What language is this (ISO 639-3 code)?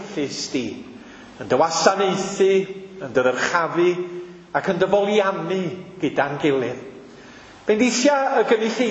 cym